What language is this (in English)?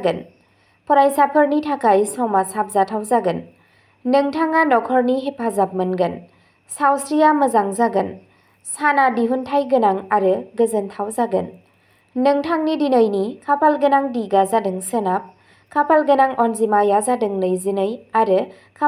Bodo